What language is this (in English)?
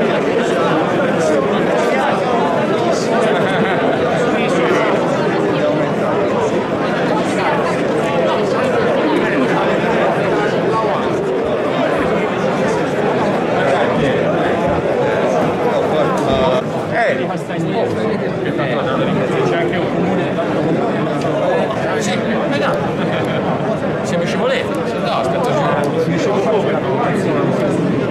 Italian